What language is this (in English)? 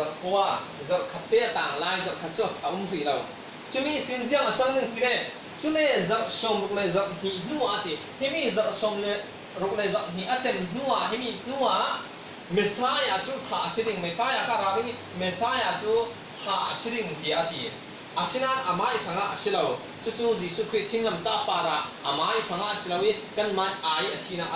Falam Chin